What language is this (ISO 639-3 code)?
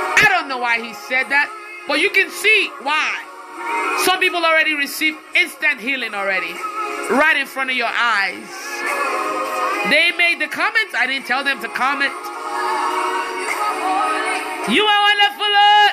eng